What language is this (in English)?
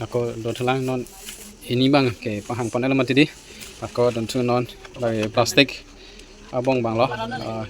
Karbi